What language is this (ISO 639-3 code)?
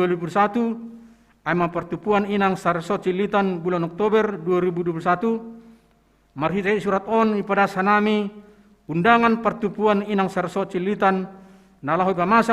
bts